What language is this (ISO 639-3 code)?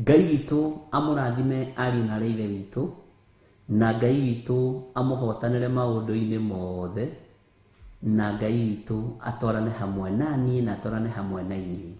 kik